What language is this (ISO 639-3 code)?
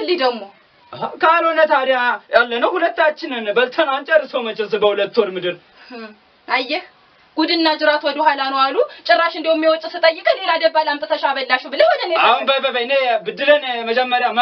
amh